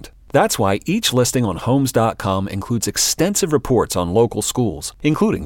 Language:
English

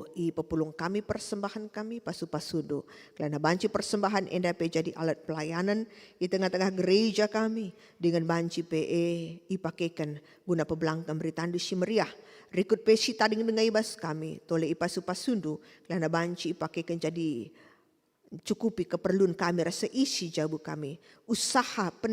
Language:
Batak Karo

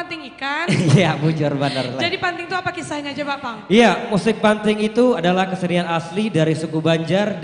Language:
Banjar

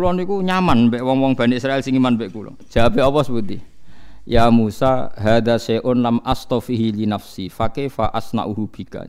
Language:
Javanese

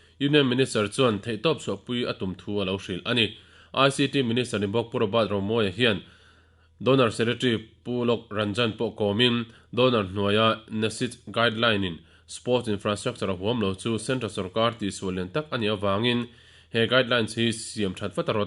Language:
Mizo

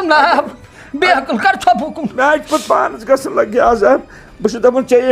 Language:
Kashmiri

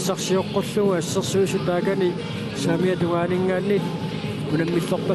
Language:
Kalaallisut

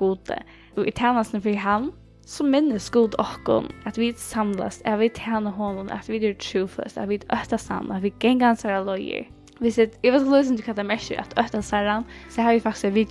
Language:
Faroese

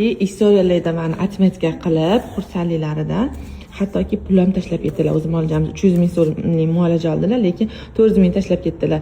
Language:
Uzbek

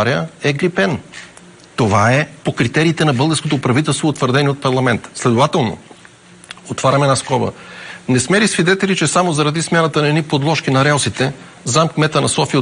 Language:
Bulgarian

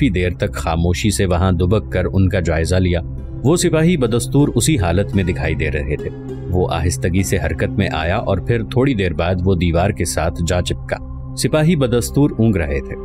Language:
Urdu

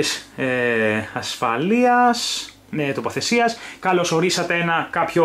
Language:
Greek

